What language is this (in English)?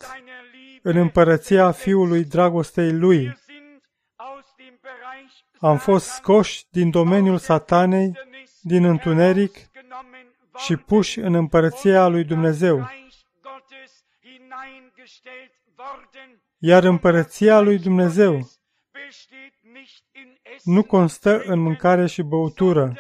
Romanian